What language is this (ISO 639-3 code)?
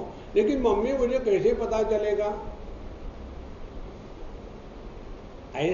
hin